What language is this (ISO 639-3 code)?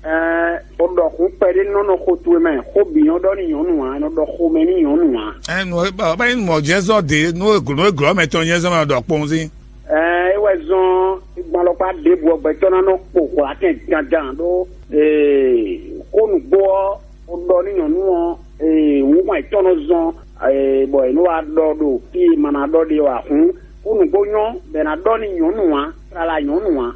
fon